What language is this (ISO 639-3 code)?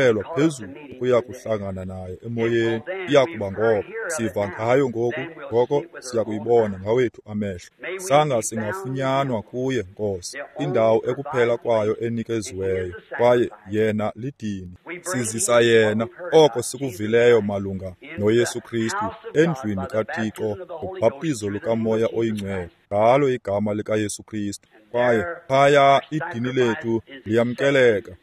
xho